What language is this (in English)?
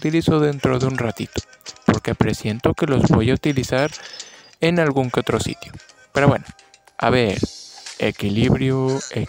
Spanish